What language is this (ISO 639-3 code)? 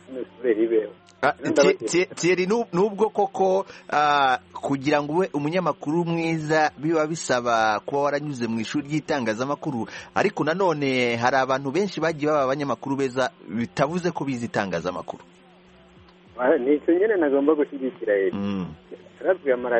kin